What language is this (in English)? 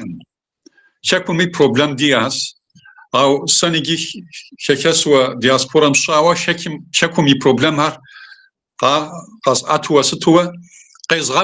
Kabardian